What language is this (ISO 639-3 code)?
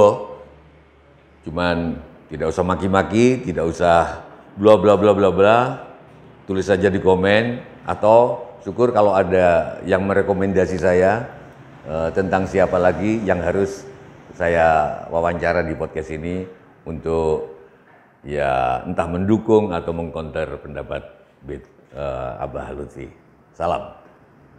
ind